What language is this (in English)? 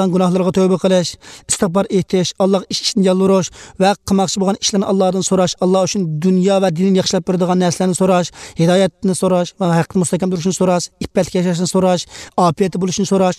Uyghur